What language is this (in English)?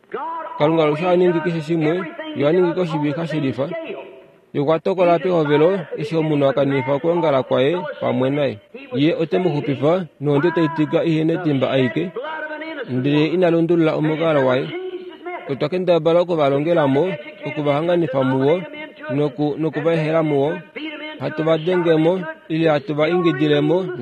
Kuanyama